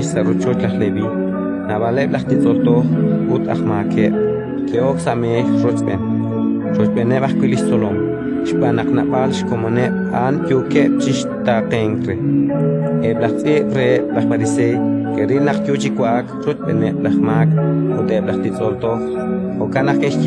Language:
Kekchí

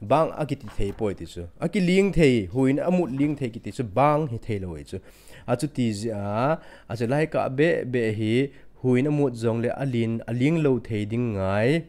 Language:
Thado Chin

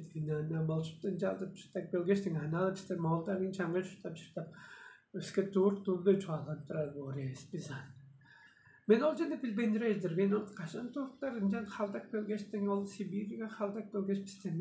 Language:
Tuvinian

